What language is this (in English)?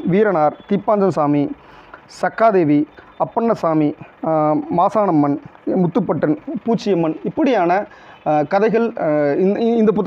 Tamil